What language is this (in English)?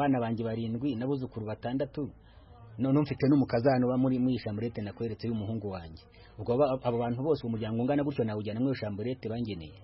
Kinyarwanda